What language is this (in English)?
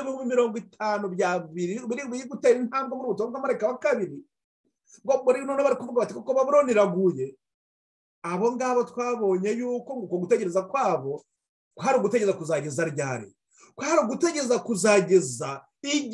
Kinyarwanda